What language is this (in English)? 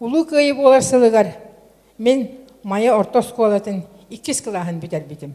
Yakut